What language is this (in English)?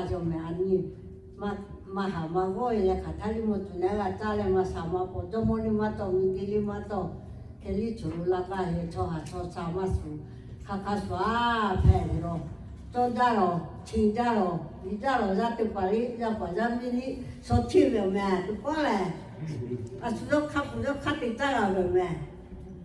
Lahu